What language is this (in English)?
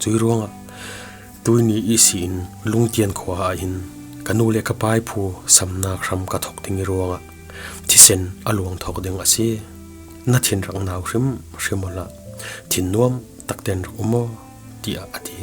Falam Chin